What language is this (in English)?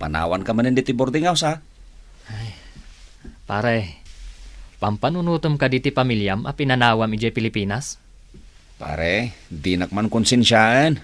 Iloko